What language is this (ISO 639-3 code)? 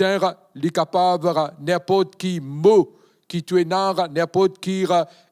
mfe